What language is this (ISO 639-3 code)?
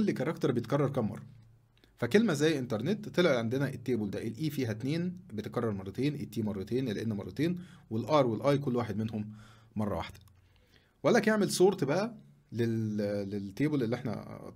arz